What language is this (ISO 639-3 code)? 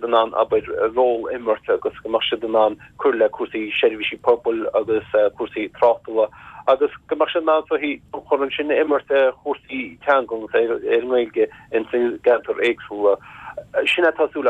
gle